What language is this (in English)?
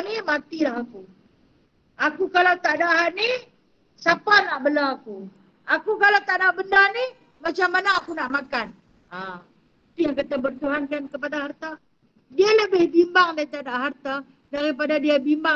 Malay